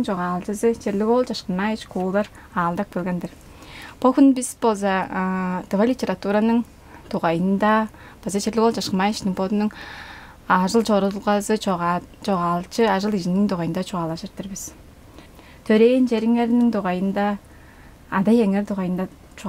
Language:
Tuvinian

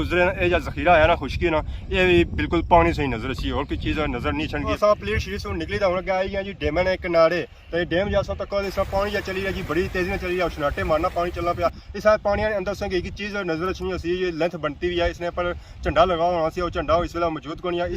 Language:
Pahari-Potwari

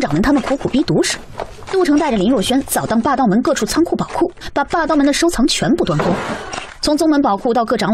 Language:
Chinese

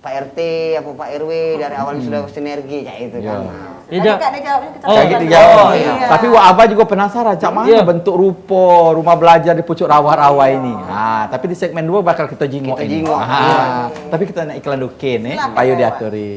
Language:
Musi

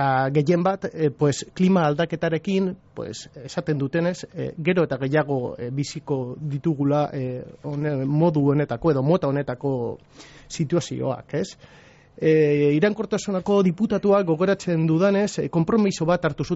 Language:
Basque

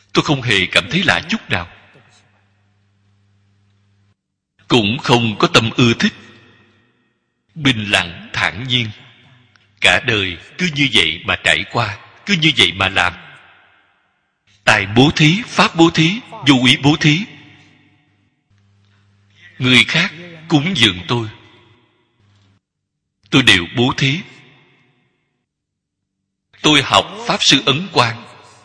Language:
Vietnamese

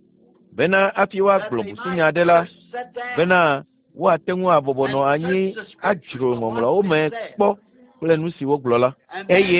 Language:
Ewe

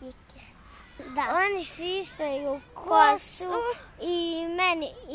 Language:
Bosnian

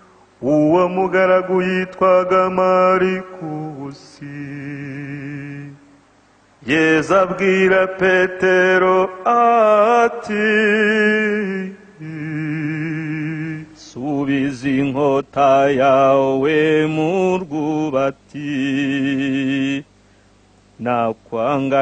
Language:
Kinyarwanda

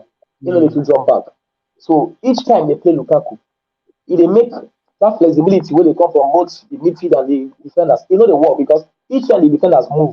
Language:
Nigerian Pidgin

